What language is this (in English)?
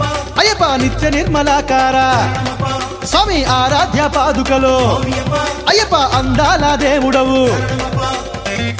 Telugu